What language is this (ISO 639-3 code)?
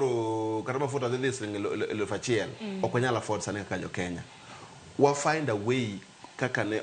luo